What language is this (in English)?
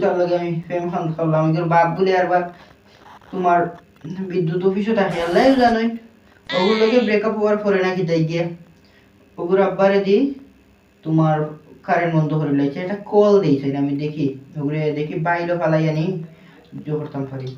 Sylheti